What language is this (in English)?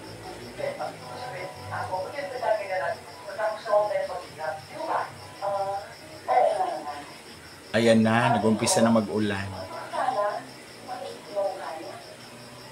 Filipino